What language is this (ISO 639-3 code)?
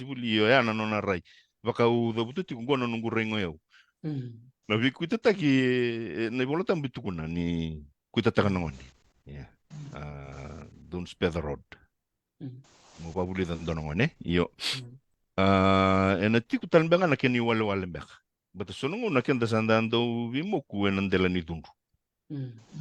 fij